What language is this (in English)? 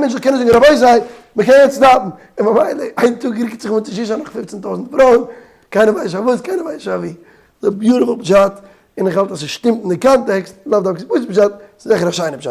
Yiddish